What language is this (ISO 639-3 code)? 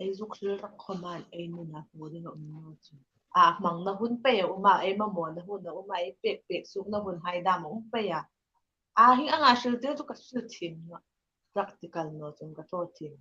hmr